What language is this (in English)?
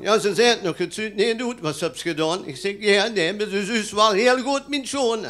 Limburgish